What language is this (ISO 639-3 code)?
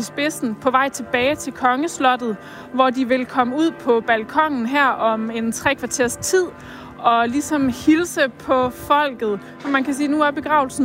dan